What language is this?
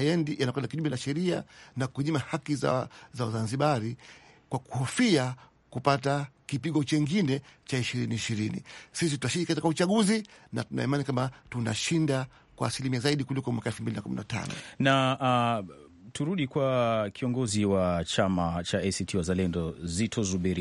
Swahili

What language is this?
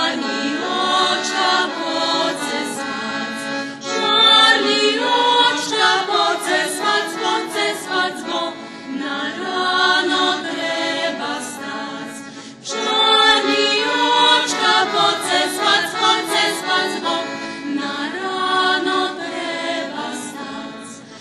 Rusyn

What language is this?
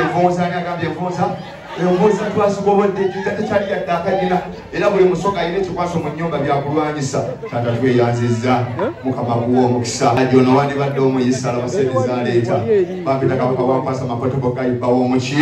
Ganda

